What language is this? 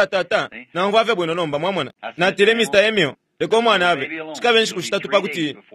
Bemba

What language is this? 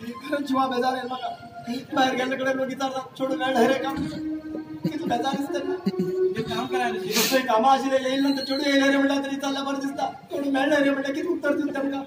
Konkani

